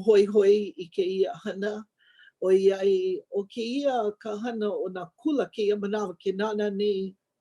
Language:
Hawaiian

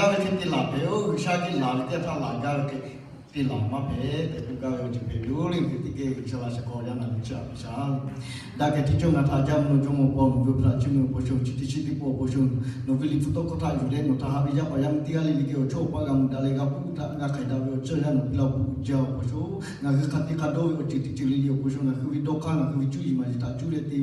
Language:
Lahu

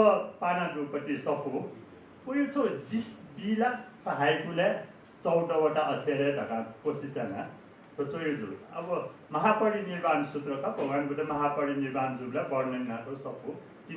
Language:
Newari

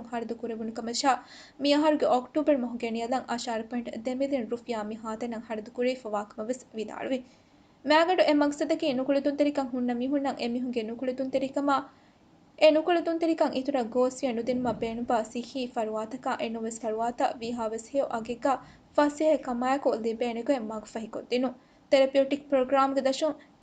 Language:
Divehi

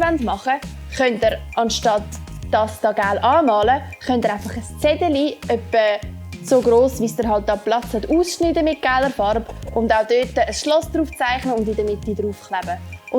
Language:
Swiss German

